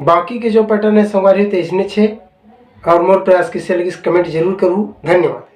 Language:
Chhattisgarhi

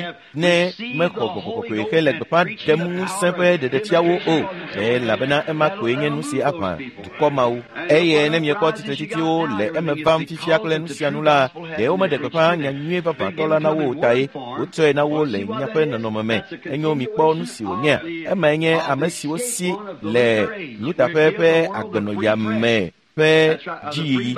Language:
Ewe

